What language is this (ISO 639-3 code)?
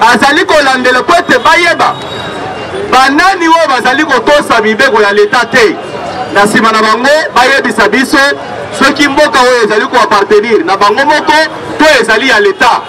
lin